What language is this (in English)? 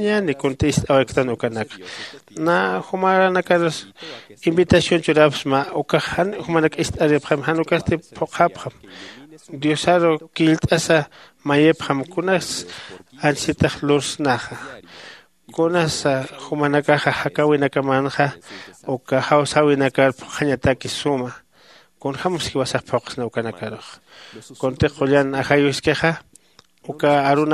Aymara